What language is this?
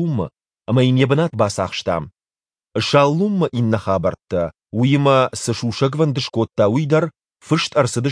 Ossetic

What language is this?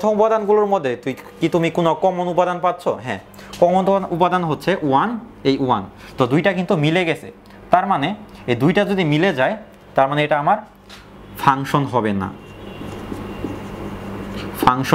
Bangla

